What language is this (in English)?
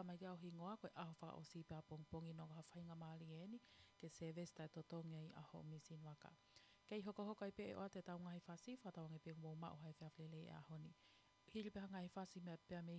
Tongan